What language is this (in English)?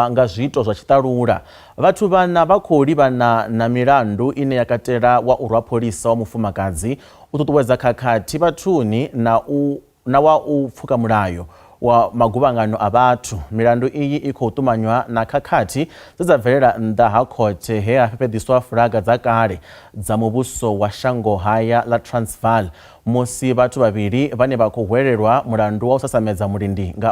Venda